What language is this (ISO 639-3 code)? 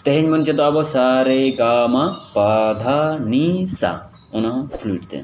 sat